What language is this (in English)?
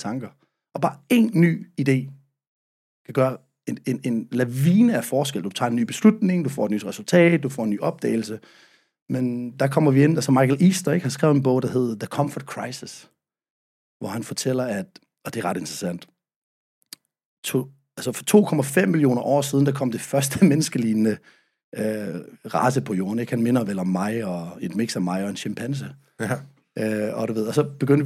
Danish